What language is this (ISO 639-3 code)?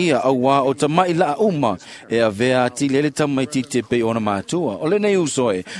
smo